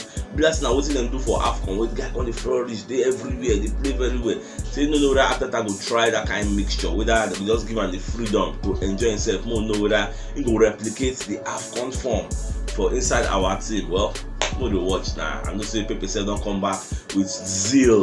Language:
Nigerian Pidgin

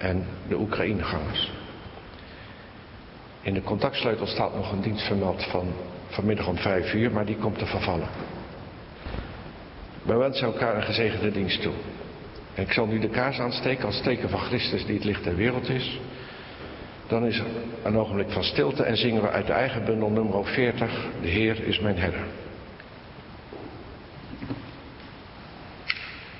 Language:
Dutch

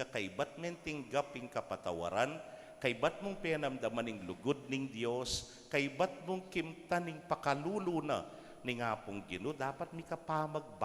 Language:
Pampanga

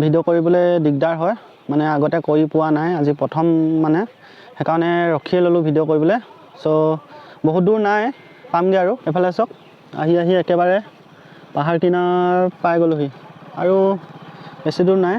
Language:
Assamese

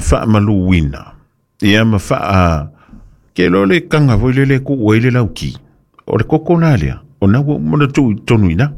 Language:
Samoan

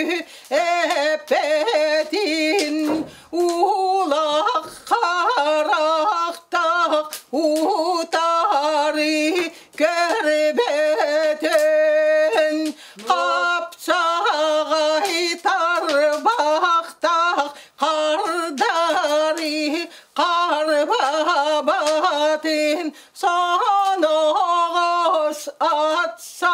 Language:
Yakut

